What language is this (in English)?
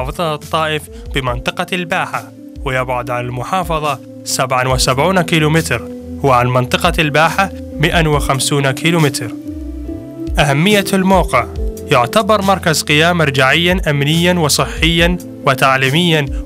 Arabic